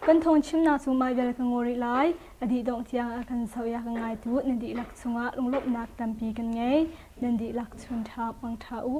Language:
Hakha Chin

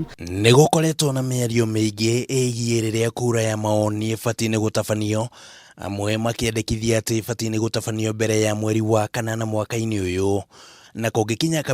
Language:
Kikuyu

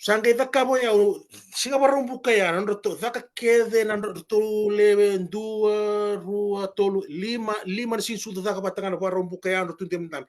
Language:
Fijian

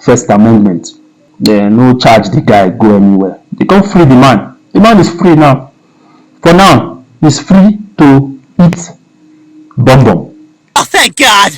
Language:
Nigerian Pidgin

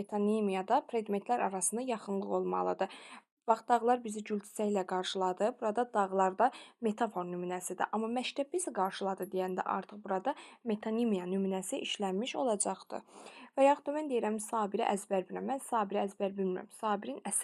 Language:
Azerbaijani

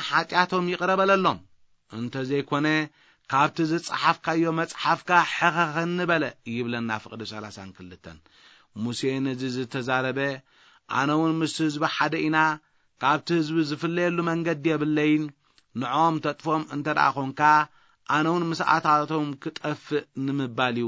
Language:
Tigrinya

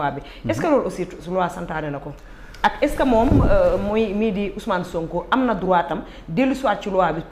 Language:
Wolof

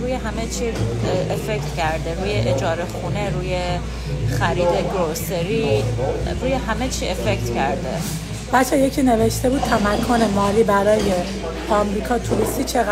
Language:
Persian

